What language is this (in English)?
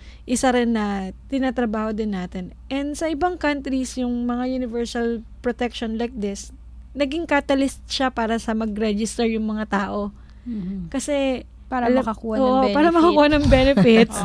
Filipino